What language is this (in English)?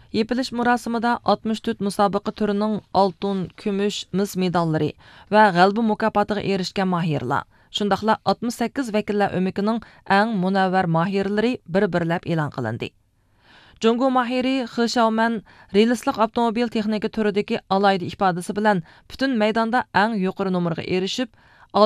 Uyghur